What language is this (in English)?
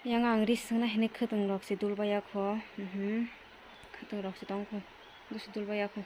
Kok Borok